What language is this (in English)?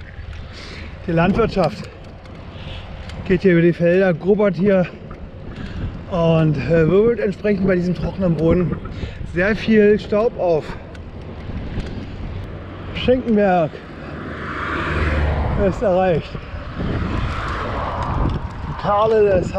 German